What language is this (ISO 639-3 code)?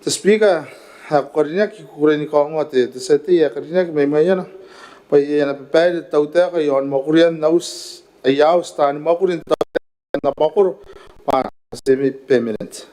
gil